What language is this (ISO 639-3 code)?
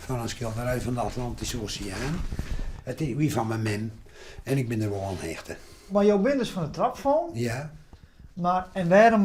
fry